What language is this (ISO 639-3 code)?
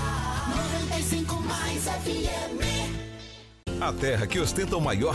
por